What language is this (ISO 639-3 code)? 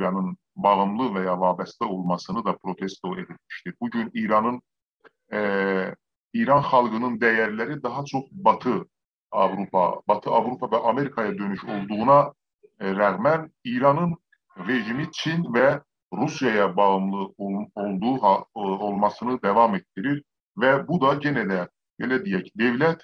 azb